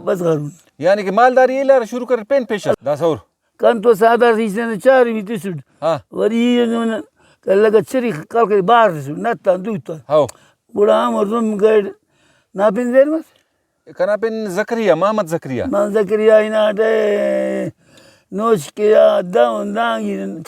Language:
Brahui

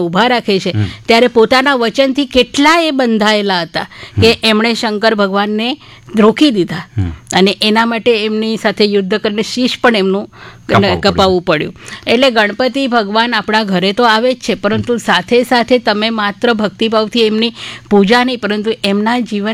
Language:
Gujarati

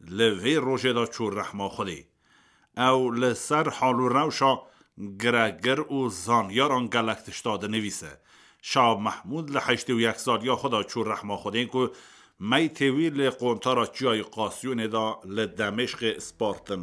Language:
Kurdish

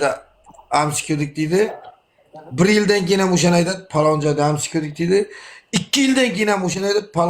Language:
Uzbek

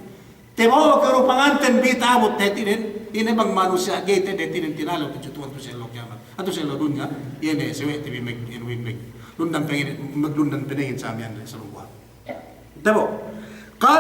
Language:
Yakan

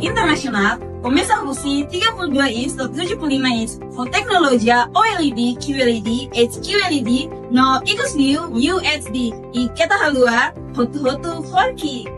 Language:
Tetum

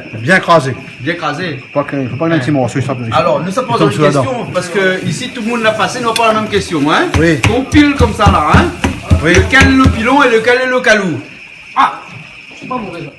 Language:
Réunion Creole French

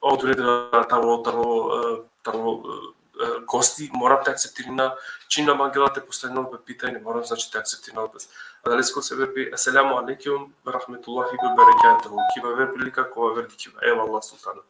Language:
Balkan Romani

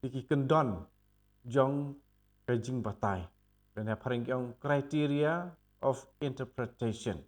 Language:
Khasi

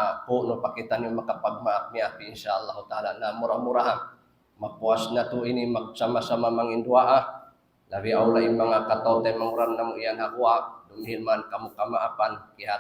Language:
Tausug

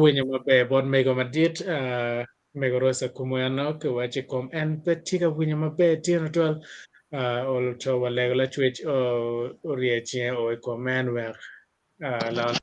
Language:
Acoli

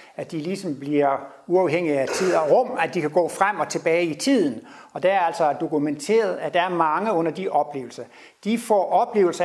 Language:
Danish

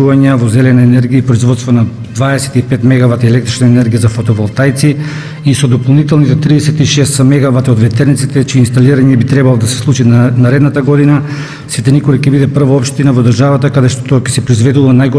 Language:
Macedonian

